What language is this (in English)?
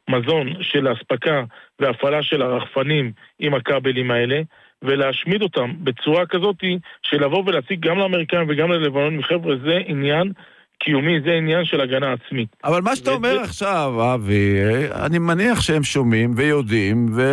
Hebrew